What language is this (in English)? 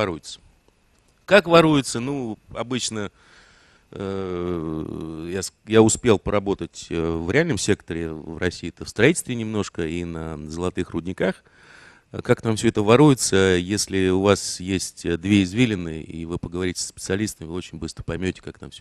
Russian